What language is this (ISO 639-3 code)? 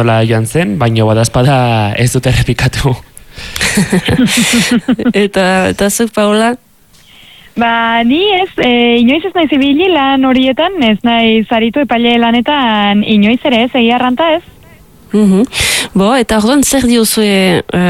eus